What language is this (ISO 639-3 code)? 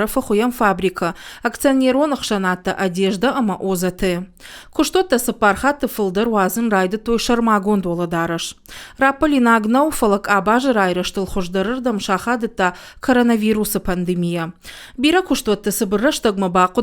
oss